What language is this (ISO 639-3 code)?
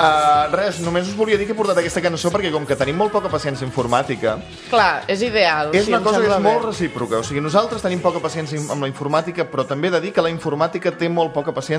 cat